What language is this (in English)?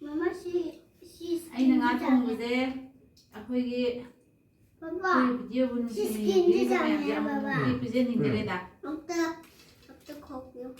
Manipuri